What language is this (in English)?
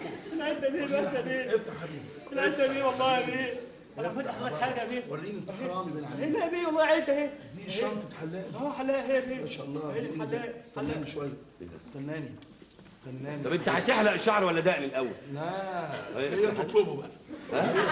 Egyptian Arabic